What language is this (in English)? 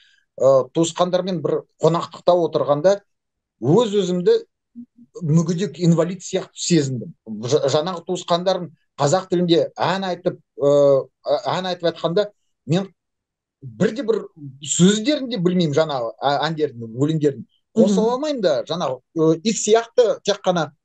Kazakh